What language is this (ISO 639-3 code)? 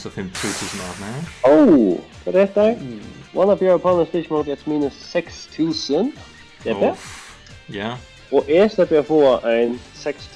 fao